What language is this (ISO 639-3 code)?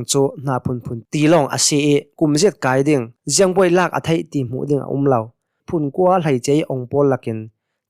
cnh